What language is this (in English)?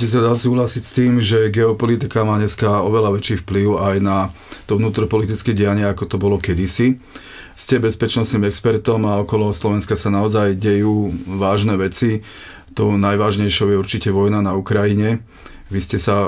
Slovak